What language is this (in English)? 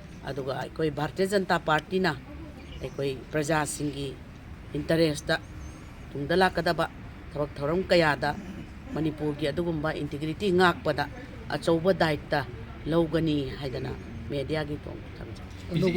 Manipuri